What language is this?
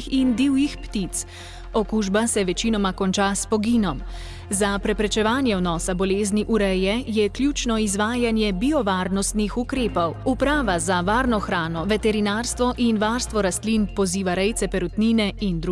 Slovenian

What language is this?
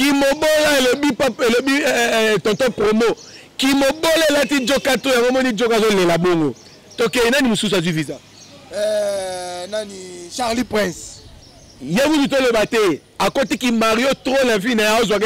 Lingala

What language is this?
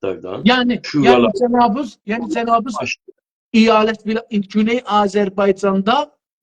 South Azerbaijani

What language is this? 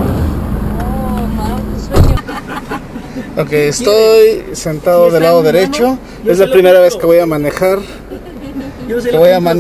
Spanish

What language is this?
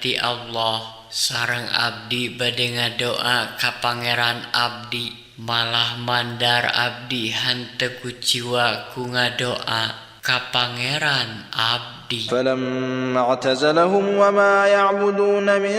Sundanese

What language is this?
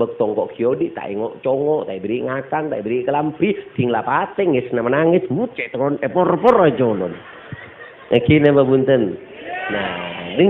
Madurese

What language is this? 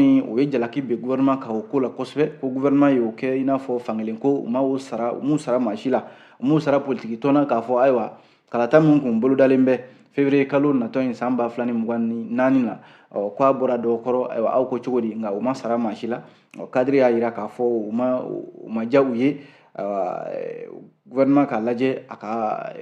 Bambara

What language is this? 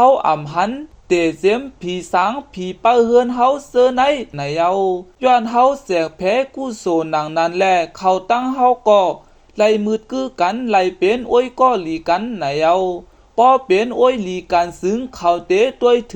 Shan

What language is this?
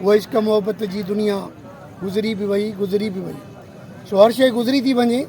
Sindhi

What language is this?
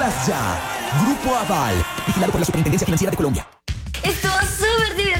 Spanish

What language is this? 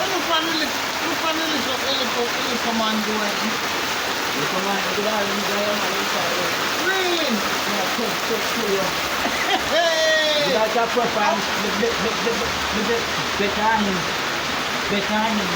Jamaican Creole English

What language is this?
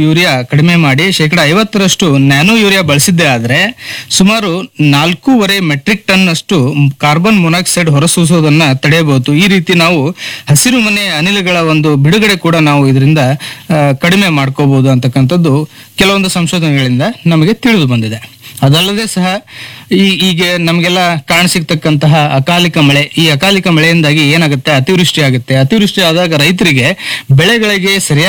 Kannada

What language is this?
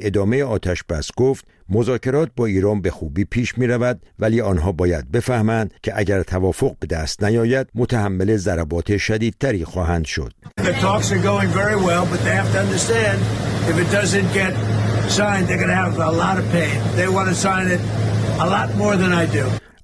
Persian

